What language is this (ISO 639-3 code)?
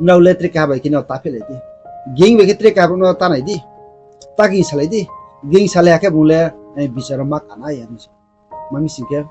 ria